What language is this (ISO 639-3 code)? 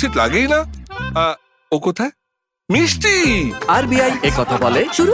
ben